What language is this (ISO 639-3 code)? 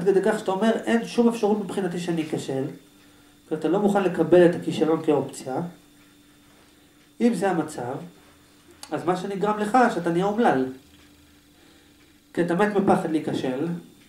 heb